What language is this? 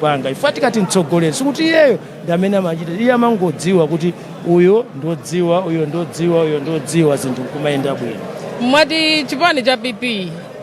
Nyanja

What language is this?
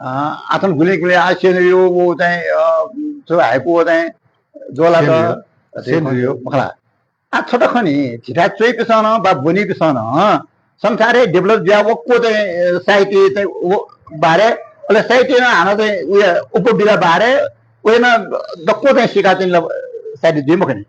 Newari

